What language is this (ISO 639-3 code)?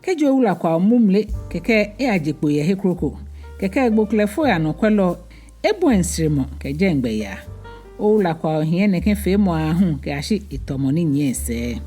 gaa